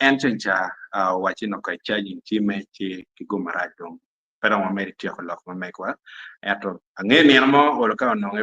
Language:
Acoli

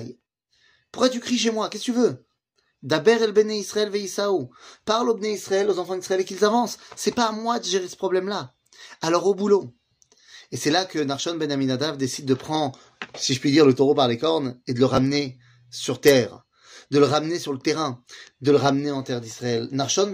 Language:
French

